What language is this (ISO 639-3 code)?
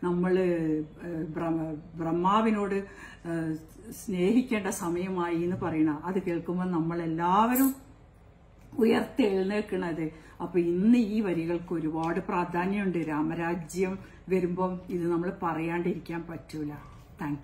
mal